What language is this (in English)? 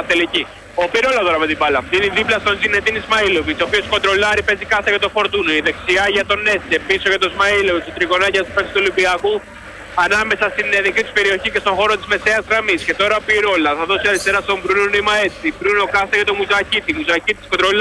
Greek